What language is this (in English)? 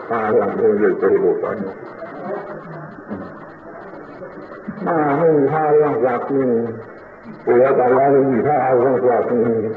Thai